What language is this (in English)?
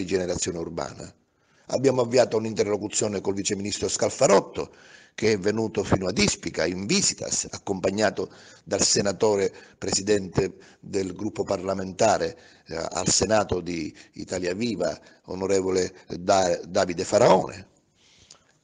Italian